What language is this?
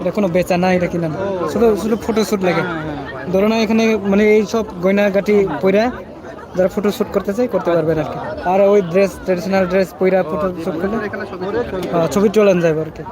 Riang (India)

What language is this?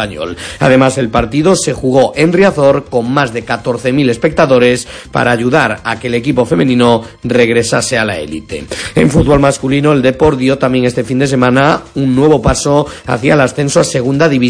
Spanish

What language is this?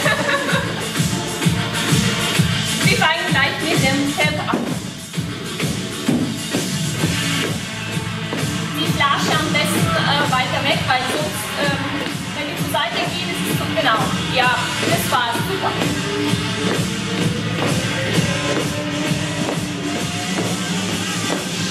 German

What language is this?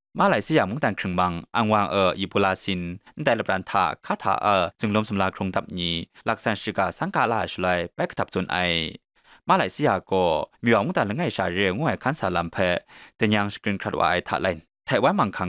Kachin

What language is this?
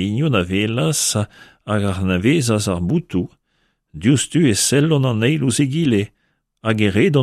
Breton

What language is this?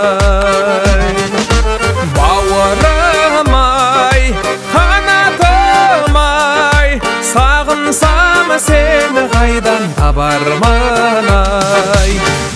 Kazakh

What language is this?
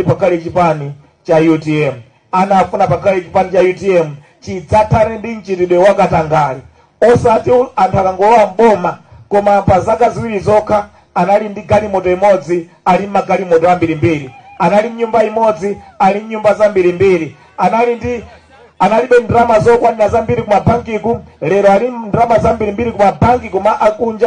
Nyanja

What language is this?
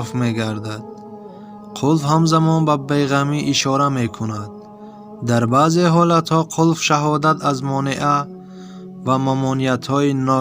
Tajik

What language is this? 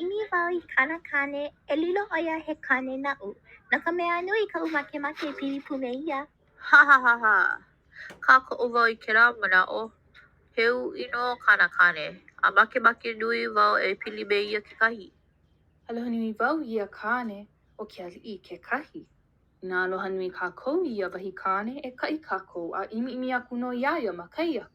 Hawaiian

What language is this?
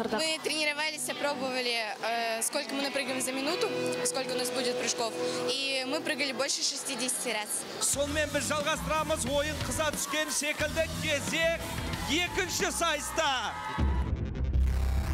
Kazakh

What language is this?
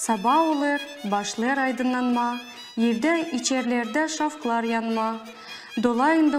Gagauz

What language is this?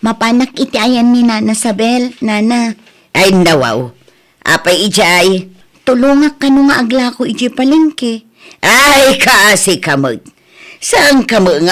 Iloko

